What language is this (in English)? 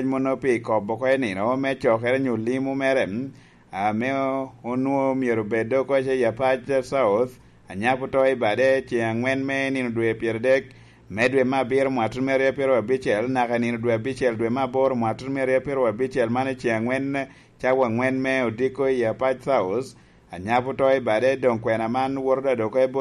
Lango (Uganda)